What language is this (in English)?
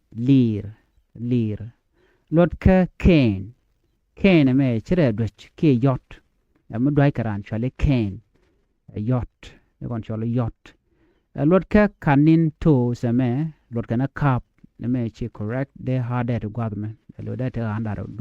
Nuer